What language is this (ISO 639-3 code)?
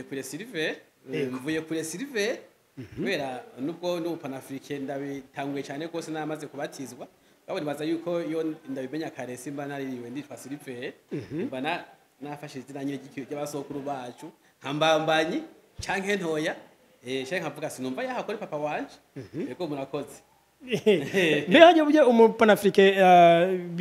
run